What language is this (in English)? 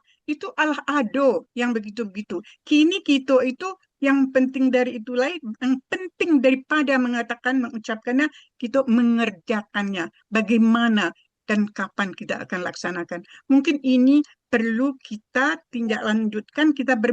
Minangkabau